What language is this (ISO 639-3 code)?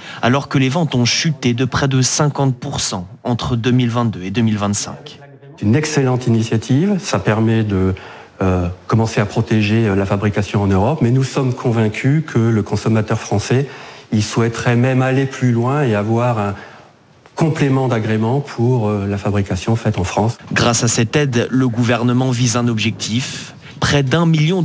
fra